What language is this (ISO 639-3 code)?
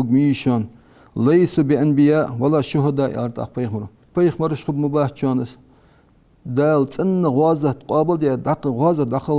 inh